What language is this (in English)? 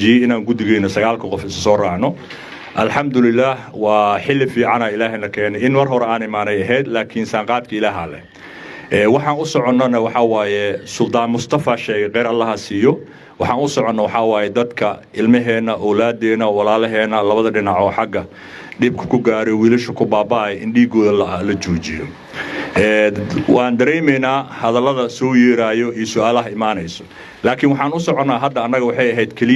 Somali